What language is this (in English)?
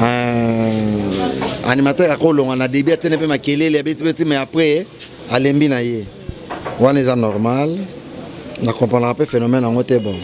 Lingala